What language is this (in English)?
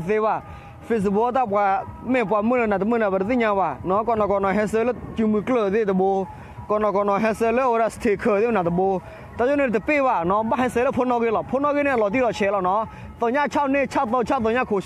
S'gaw Karen